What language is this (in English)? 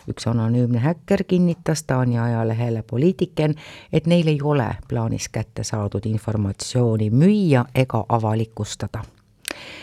Estonian